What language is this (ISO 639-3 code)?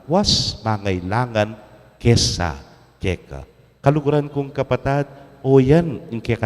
pam